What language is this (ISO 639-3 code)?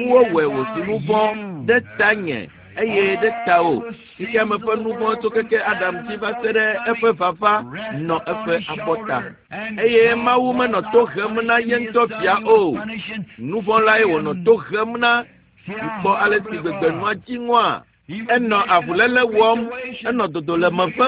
ewe